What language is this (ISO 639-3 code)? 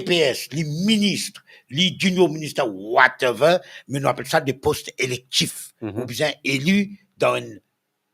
mfe